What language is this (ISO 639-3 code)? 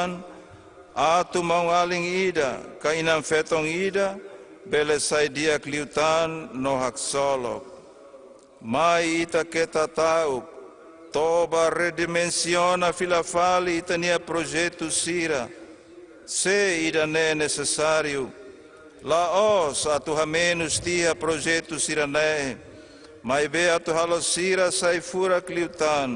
tet